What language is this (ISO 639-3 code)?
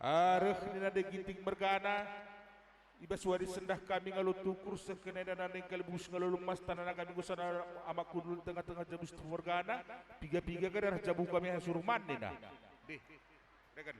btx